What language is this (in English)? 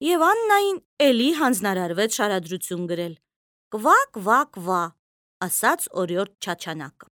Armenian